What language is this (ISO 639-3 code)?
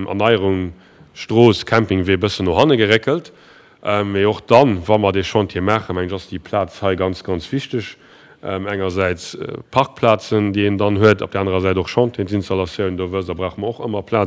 ltz